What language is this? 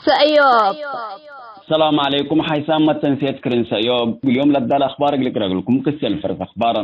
Tigre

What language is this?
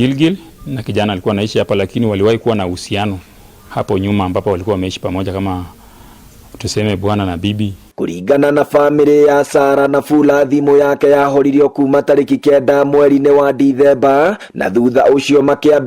Kikuyu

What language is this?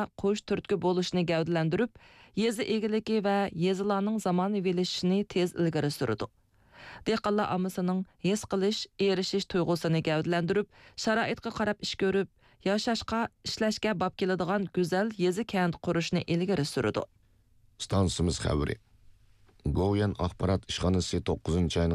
Uyghur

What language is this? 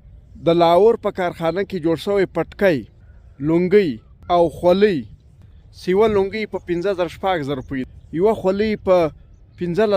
Pashto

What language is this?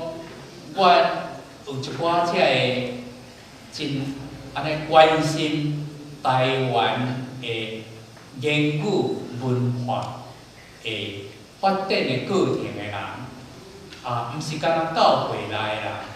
Min Nan Chinese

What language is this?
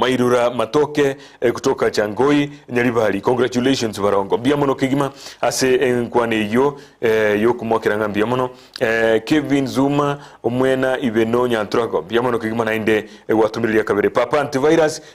Gusii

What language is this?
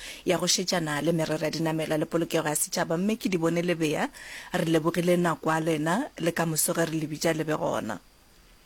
Northern Sotho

